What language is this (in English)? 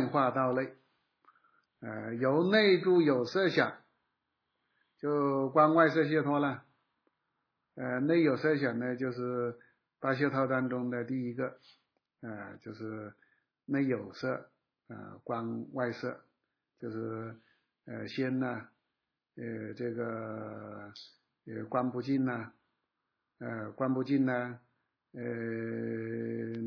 Chinese